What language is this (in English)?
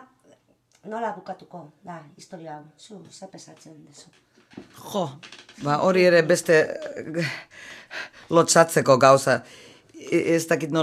Basque